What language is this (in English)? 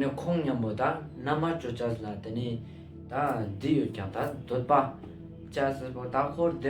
Ladakhi